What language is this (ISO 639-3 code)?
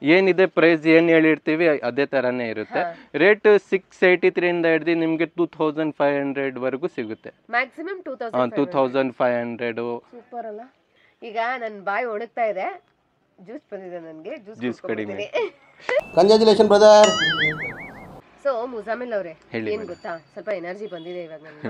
kan